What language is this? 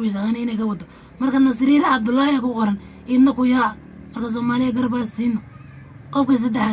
Somali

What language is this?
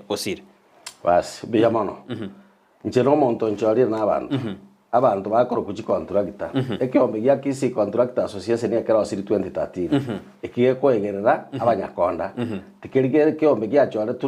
Gusii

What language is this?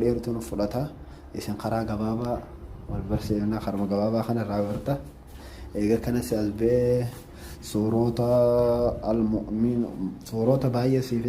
Oromo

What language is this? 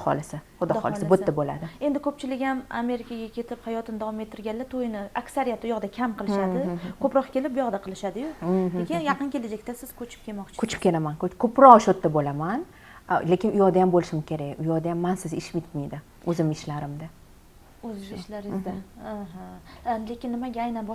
Uzbek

